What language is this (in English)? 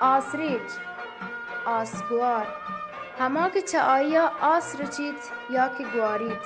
Baluchi